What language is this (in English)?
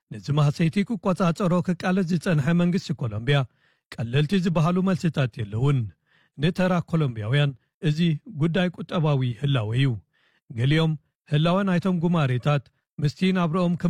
Tigrinya